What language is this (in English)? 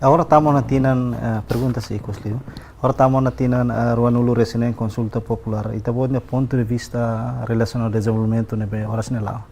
Tetum